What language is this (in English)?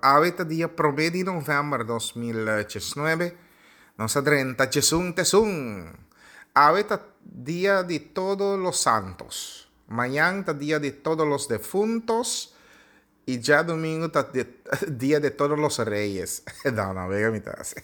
Papiamento